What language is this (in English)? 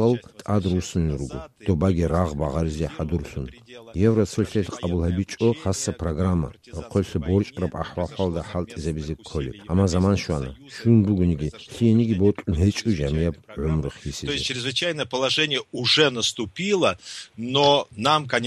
Avaric